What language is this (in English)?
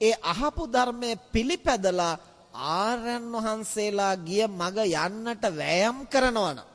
Sinhala